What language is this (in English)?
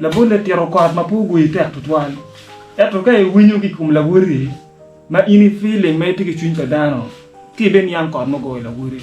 Acoli